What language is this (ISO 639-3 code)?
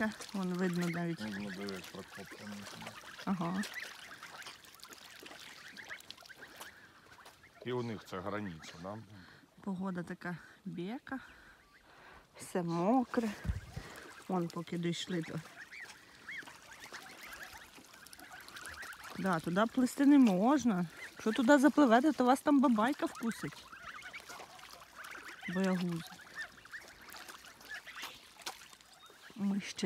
ukr